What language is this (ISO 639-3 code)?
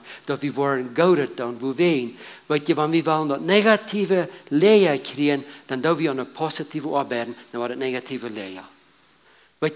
pdt